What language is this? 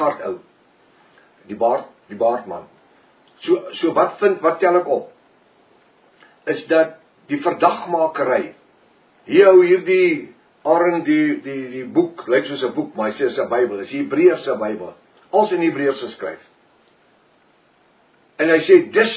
Afrikaans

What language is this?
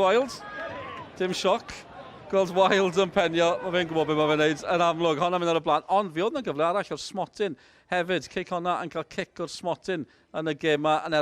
Welsh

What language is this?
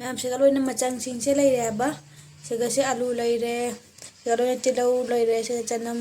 Manipuri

